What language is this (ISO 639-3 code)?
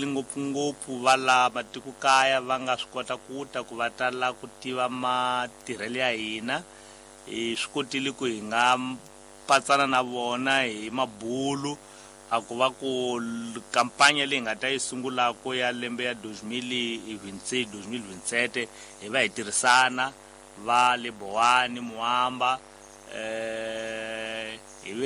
tso